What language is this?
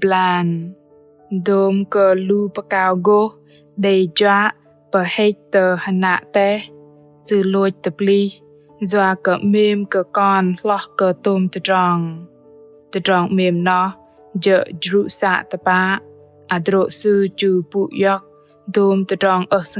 Bahnar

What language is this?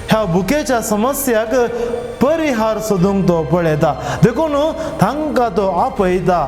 Konkani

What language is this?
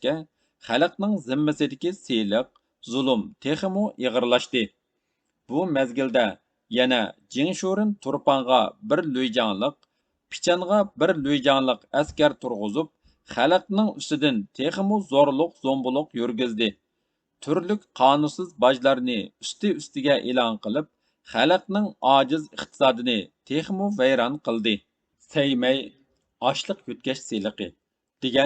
Uyghur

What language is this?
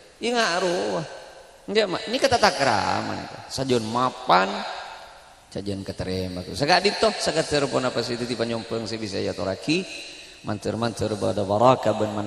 Madurese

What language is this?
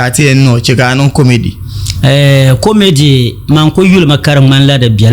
Dagbani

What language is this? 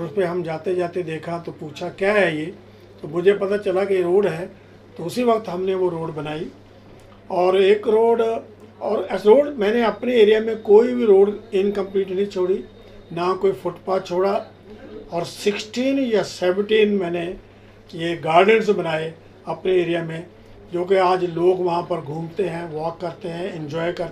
Hindi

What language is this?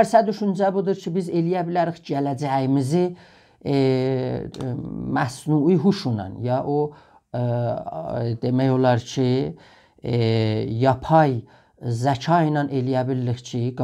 South Azerbaijani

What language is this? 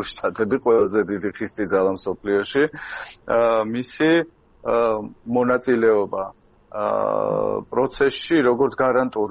Georgian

